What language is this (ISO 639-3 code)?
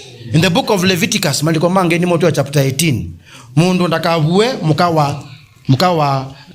kam